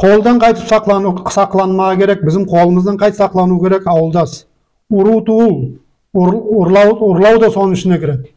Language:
Nogai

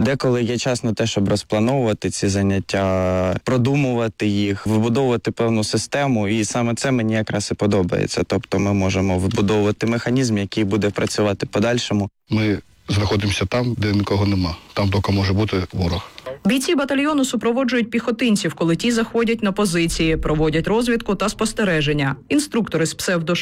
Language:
Ukrainian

